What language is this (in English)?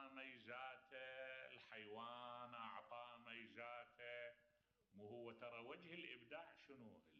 Mesopotamian Arabic